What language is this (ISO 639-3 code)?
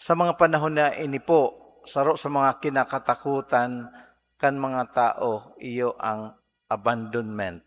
bik